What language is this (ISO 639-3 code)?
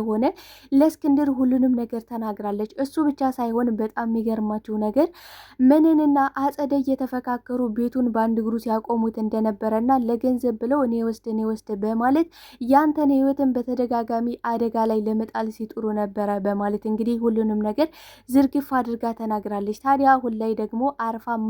amh